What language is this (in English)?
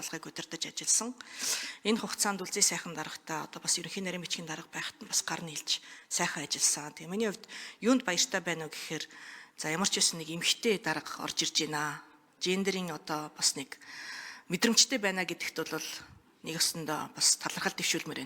Mongolian